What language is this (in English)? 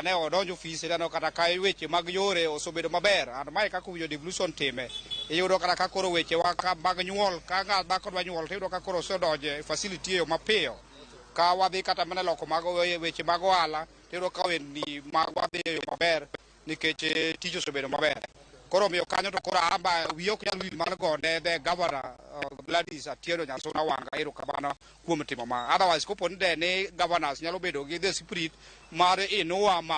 Luo (Kenya and Tanzania)